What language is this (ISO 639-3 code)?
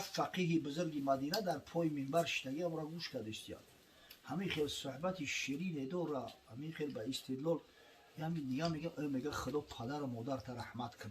tgk